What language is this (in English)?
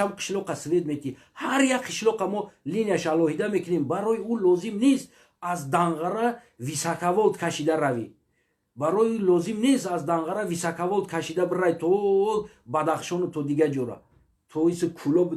Tajik